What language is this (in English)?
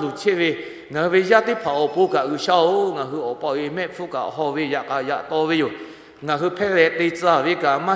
Lahu